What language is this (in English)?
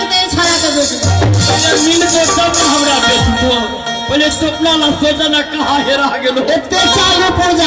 Maithili